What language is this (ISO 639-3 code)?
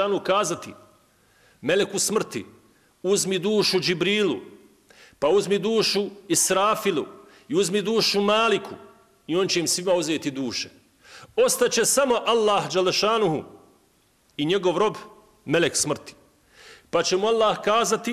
bos